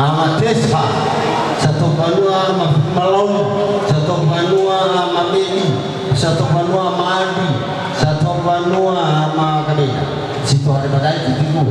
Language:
Nias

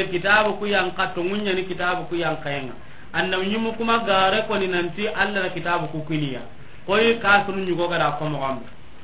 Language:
Soninke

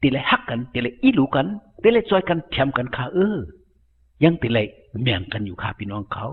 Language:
Shan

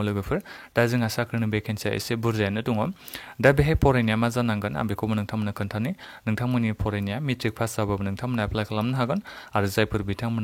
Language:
Bodo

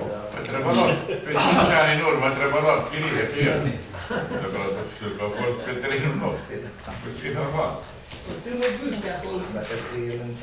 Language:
Romanian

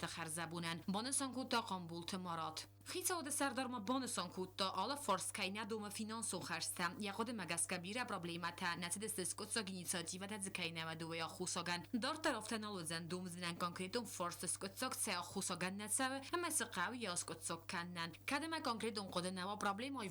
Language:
Ossetic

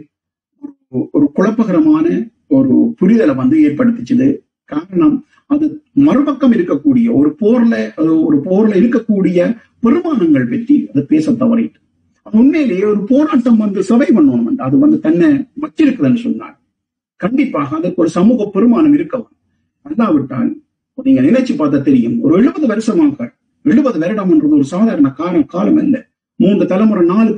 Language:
Tamil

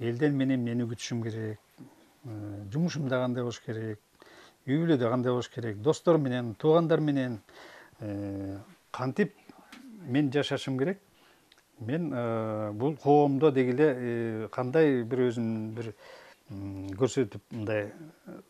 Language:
Kyrgyz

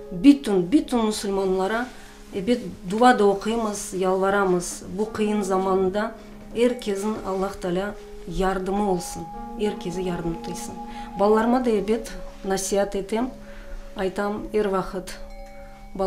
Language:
Crimean Tatar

